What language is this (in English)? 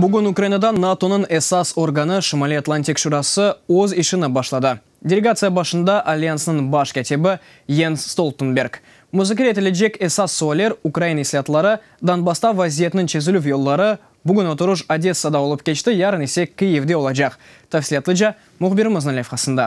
Crimean Tatar